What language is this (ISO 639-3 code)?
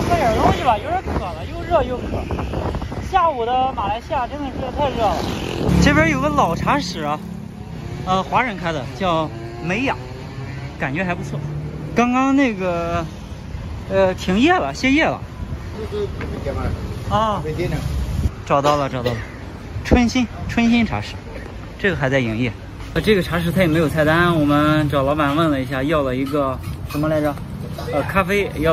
zho